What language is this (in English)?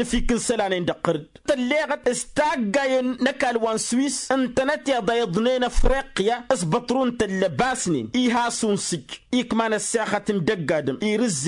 Tamasheq